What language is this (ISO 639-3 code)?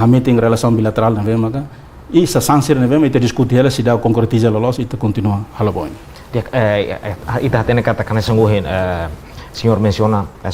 tet